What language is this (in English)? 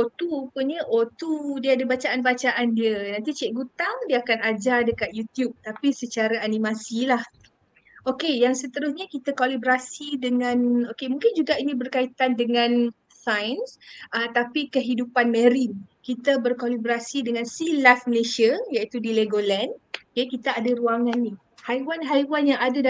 Malay